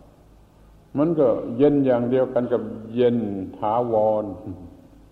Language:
Thai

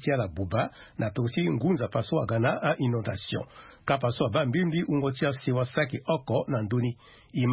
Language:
Sango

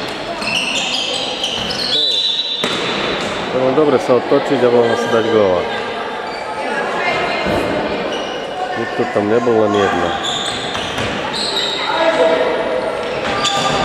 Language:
Slovak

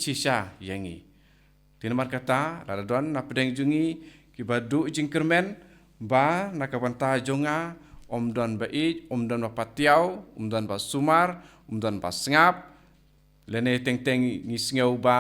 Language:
Khasi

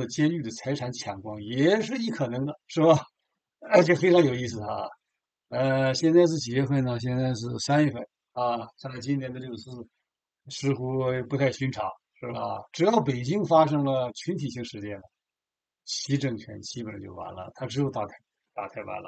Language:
Chinese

